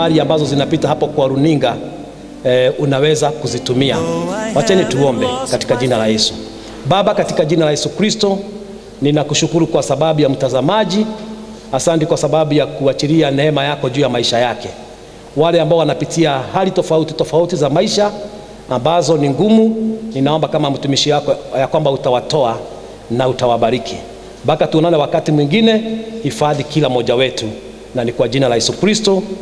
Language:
Swahili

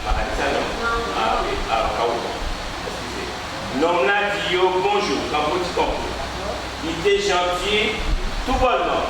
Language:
Guadeloupean Creole French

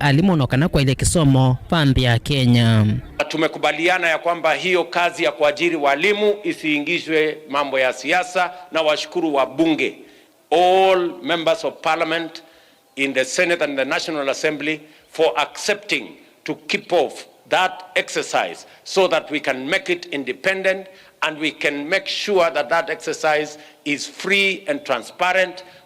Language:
Kamba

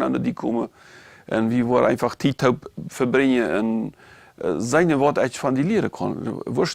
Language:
Plautdietsch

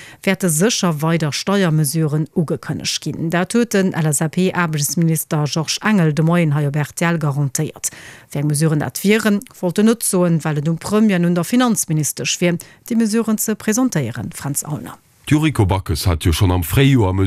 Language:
Luxembourgish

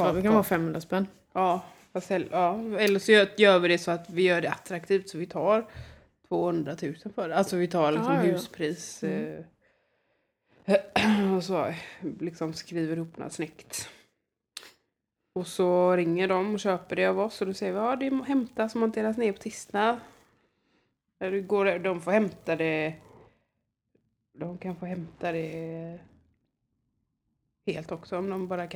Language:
Swedish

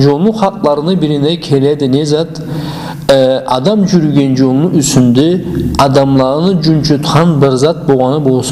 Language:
Karachay-Balkar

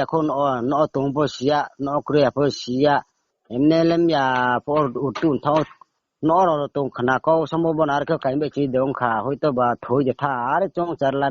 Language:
Riang (India)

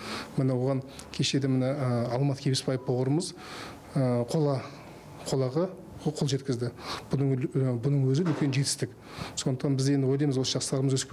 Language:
Kazakh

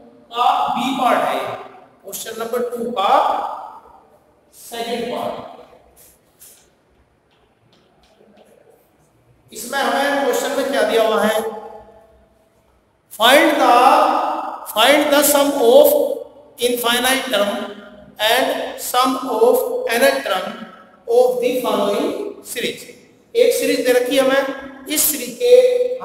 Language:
Hindi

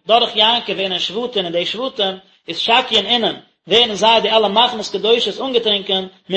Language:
Yiddish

